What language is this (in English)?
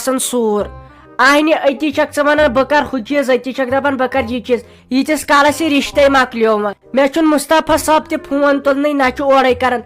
Kashmiri